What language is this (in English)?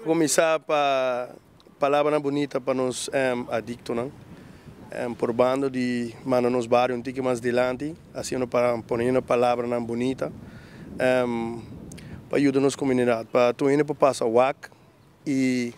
Papiamento